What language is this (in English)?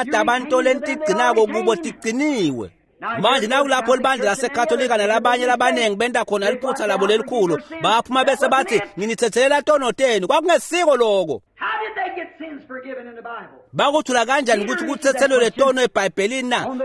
Swati